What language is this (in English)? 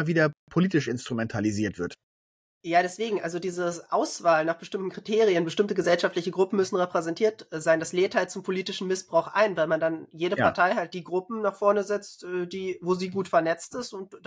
German